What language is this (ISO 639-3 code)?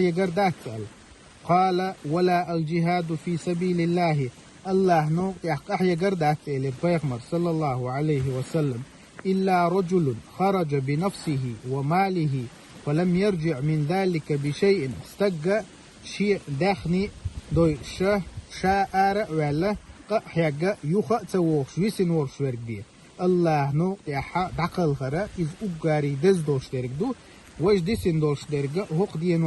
che